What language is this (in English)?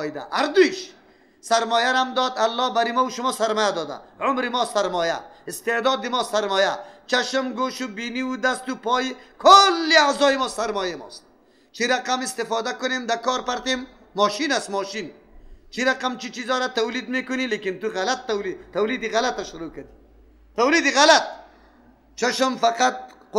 Persian